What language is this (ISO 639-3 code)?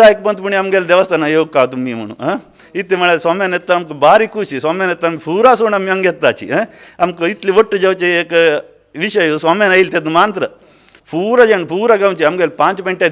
kok